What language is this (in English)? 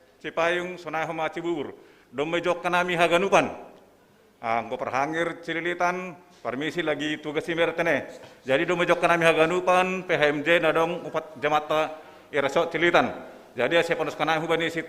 Batak Simalungun